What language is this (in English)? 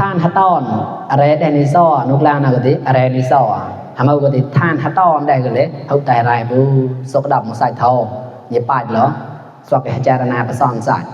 Mon